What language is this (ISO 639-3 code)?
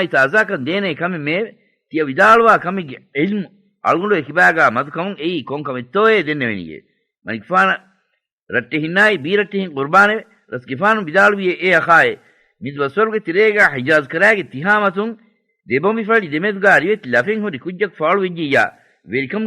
div